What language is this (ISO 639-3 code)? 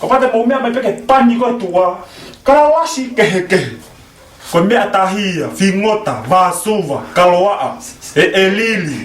ton